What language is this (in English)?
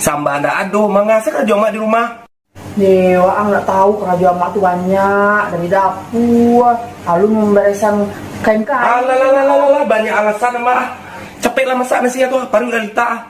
Minangkabau